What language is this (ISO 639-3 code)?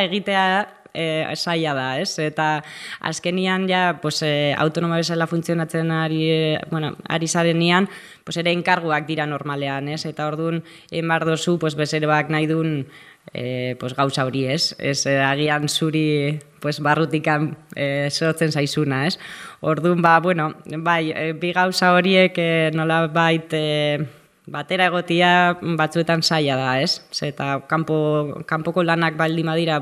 eus